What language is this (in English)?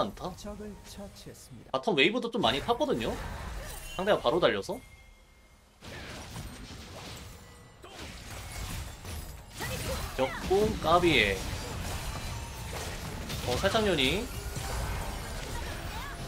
Korean